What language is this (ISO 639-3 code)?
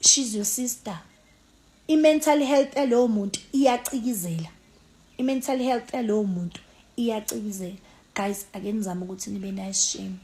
zul